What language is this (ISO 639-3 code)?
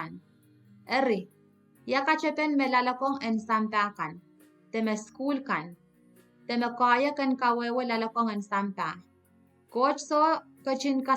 pon